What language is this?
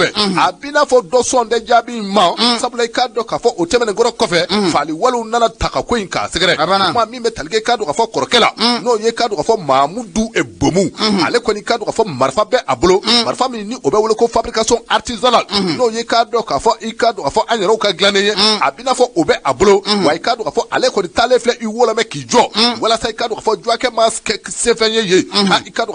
Bambara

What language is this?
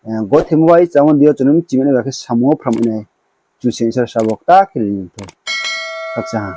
Riang (India)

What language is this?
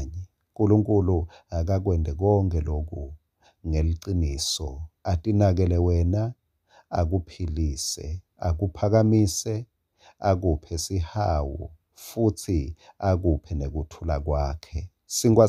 Swati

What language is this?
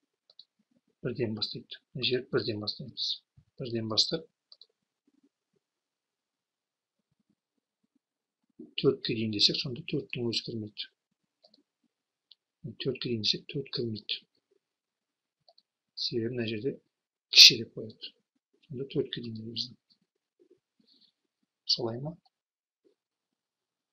Kazakh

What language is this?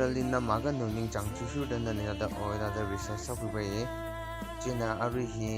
Tangkhul Naga (India)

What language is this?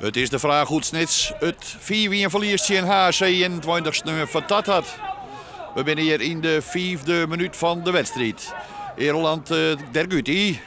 Western Frisian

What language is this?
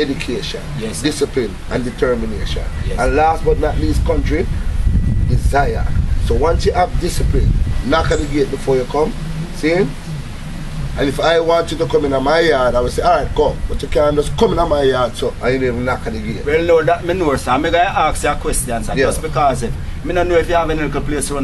Jamaican Creole English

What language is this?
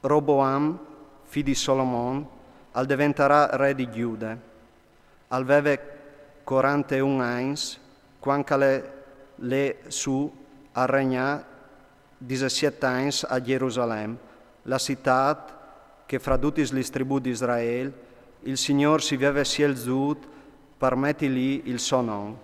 Friulian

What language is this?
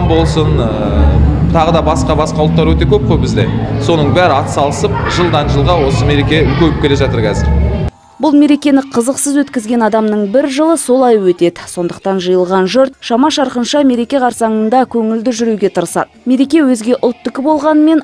Kazakh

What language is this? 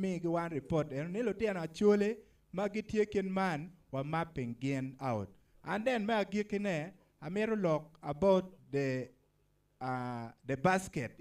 Acoli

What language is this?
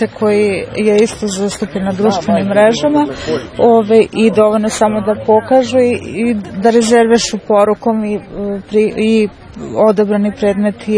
Serbian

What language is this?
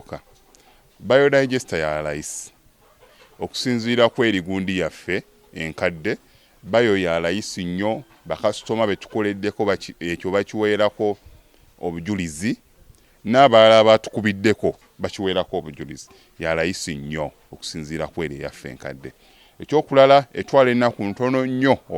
Ganda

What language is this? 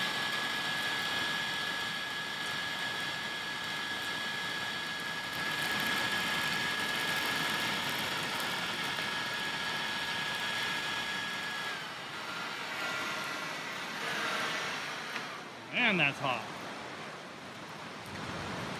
English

